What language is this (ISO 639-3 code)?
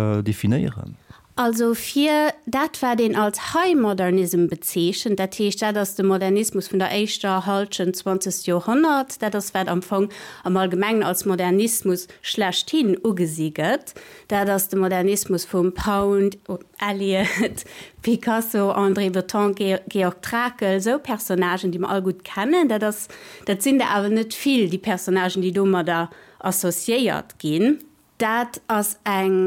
ltz